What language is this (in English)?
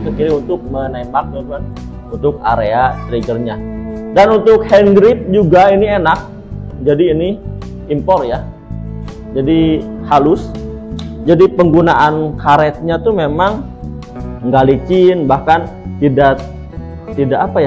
Indonesian